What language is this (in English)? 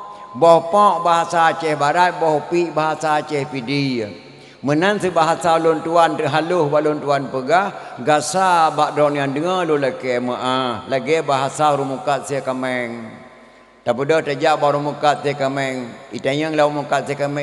Achinese